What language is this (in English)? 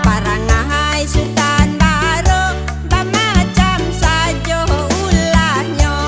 Minangkabau